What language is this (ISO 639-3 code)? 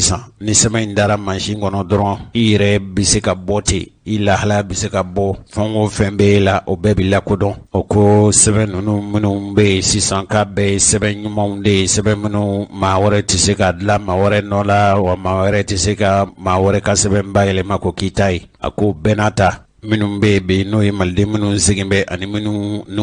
bam